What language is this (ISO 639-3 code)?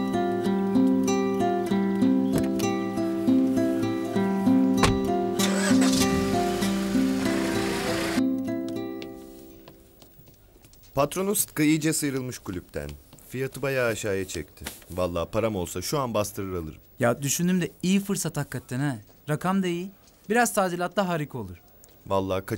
tur